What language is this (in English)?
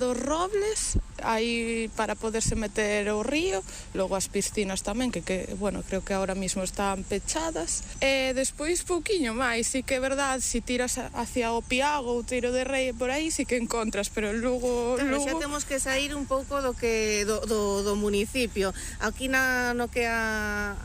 Galician